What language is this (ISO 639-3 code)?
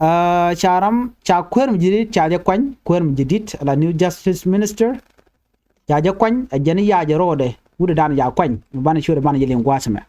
nus